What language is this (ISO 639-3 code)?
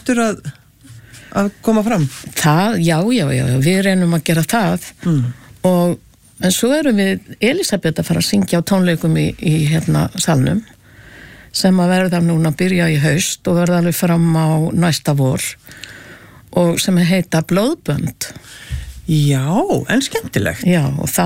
isl